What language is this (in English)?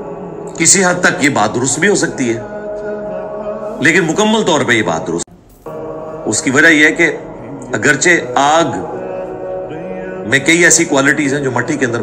Urdu